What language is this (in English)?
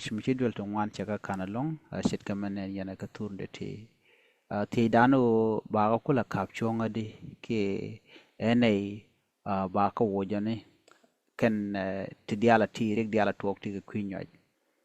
Nuer